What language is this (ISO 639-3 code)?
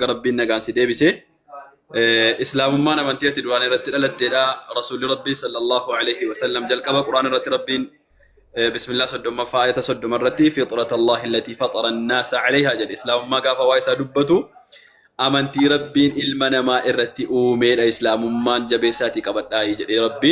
orm